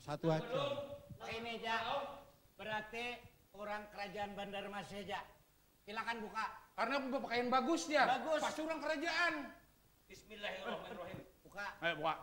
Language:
Banjar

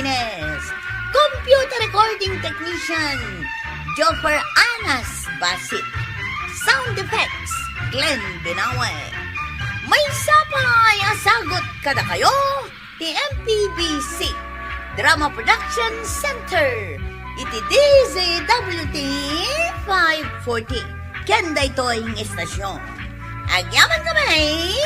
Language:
Iloko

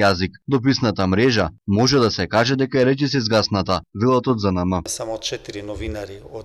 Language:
Macedonian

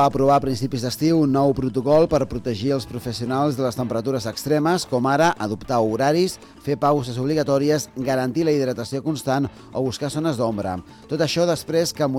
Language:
Catalan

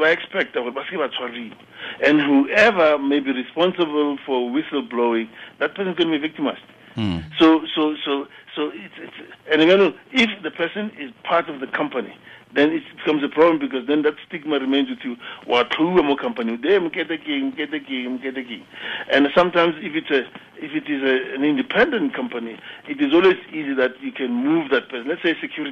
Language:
Tswana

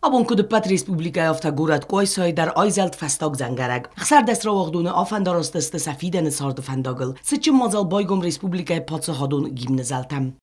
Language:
Ossetic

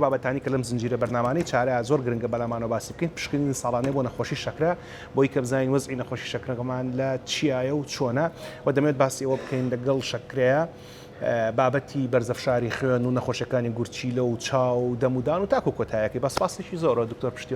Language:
Central Kurdish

